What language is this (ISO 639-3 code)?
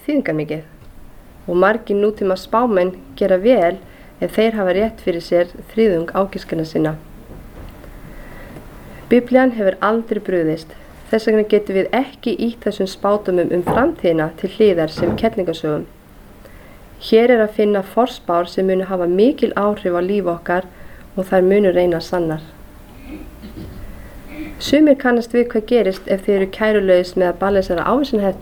isl